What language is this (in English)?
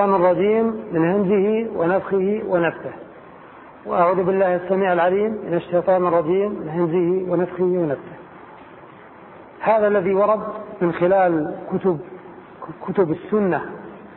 Arabic